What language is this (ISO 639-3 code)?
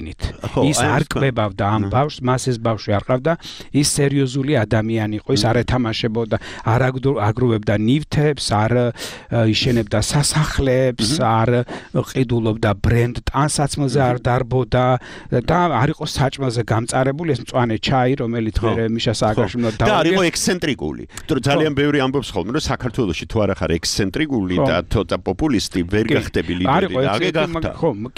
kat